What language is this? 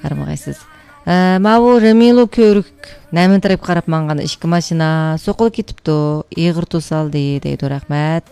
Uyghur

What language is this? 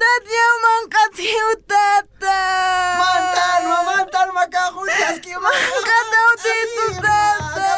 Aymara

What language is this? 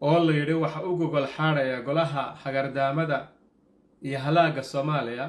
Somali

